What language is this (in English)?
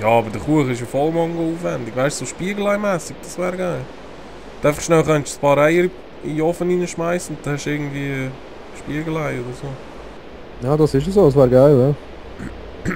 Swiss German